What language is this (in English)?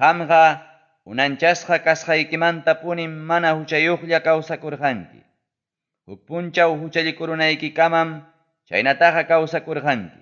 Ayacucho Quechua